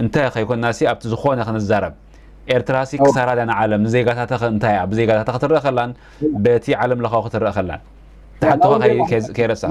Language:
Tigrinya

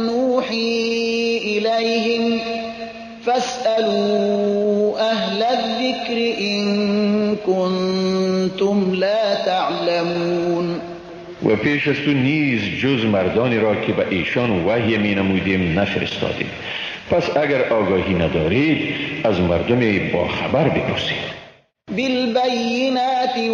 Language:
Persian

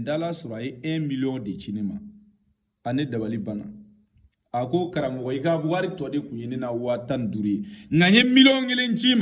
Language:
Bambara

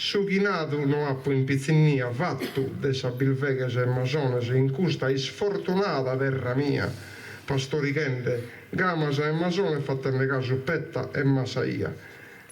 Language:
Sardinian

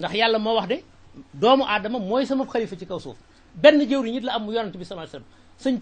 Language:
Wolof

